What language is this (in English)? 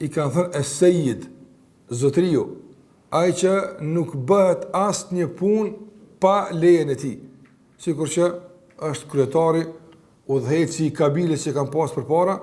Albanian